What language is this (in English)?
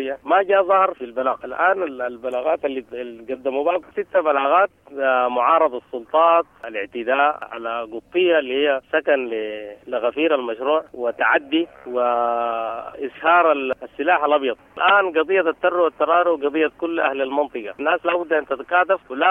Sudanese Arabic